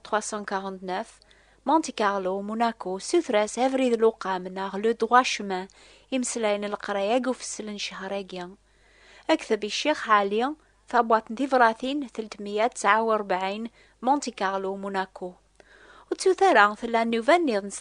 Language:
Kabyle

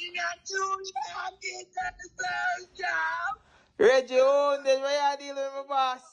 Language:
Jamaican Creole English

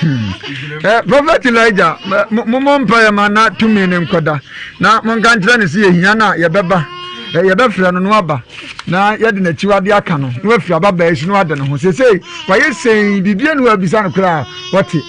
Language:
Akan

